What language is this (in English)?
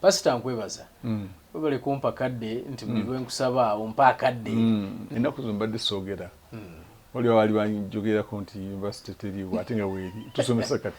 Ganda